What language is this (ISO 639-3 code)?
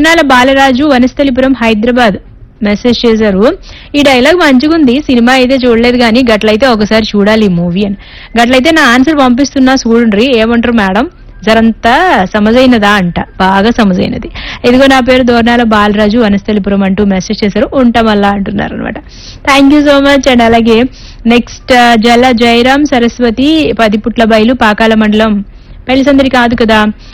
tel